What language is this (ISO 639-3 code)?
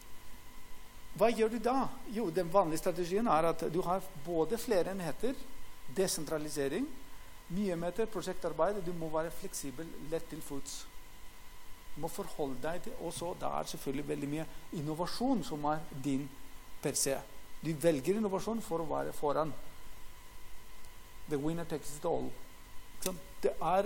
nor